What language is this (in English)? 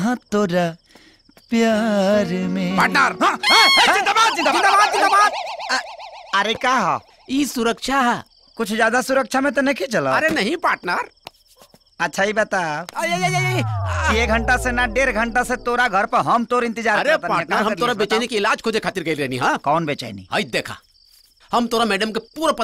Bhojpuri